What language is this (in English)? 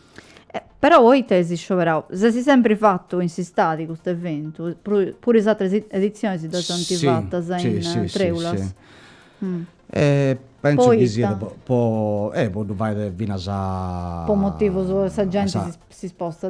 Sardinian